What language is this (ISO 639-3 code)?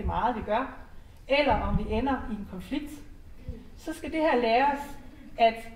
dan